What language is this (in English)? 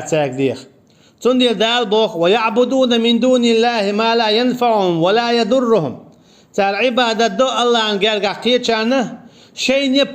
Chechen